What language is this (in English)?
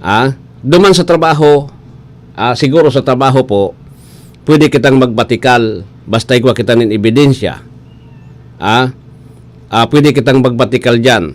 Bikol